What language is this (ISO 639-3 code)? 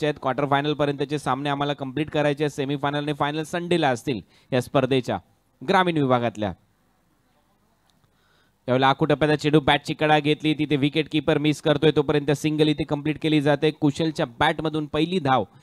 mar